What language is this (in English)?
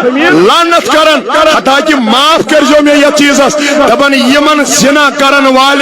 Kashmiri